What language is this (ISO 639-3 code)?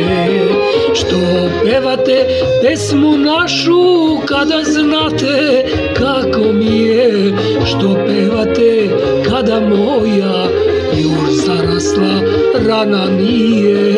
srp